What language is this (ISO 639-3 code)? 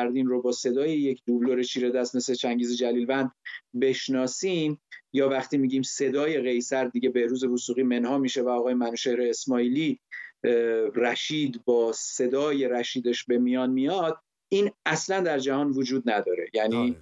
fas